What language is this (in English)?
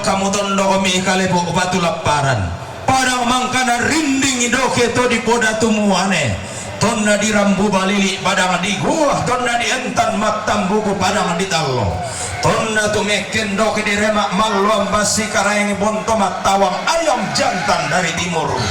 Toraja-Sa'dan